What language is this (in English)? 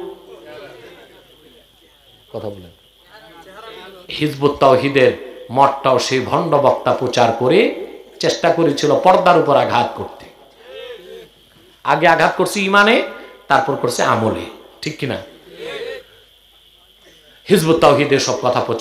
Bangla